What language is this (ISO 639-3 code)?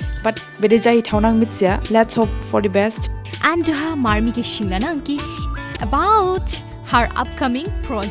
dis